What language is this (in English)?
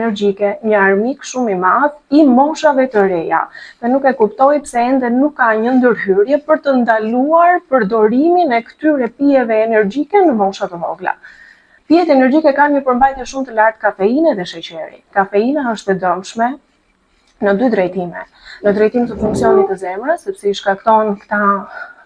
Albanian